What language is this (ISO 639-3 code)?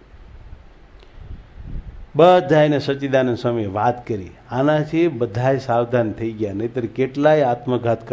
guj